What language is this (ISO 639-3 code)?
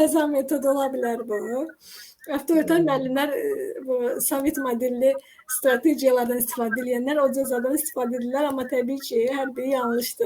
aze